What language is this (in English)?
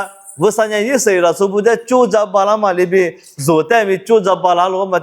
Lisu